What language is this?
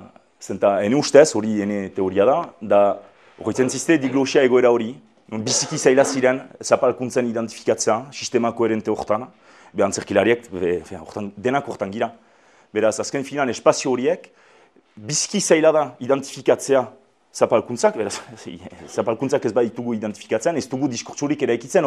Basque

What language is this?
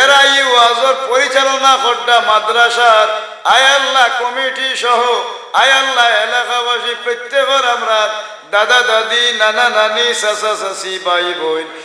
Sylheti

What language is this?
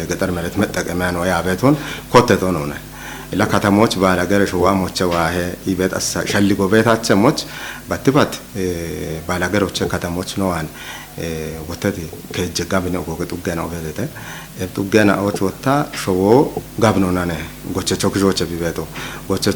Kafa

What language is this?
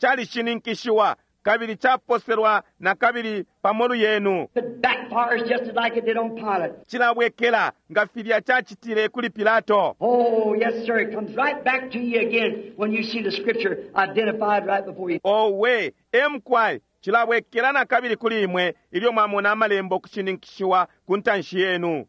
Bemba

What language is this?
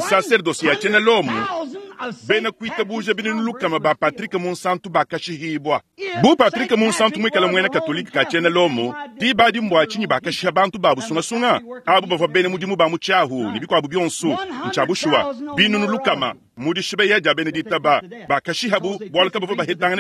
Luba-Lulua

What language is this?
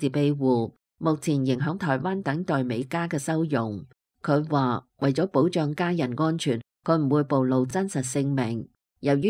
Cantonese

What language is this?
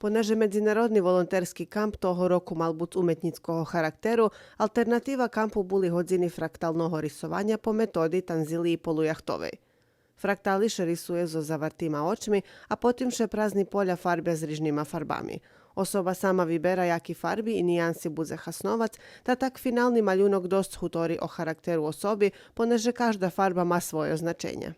Rusyn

